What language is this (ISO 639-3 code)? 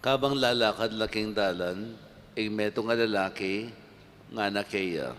pam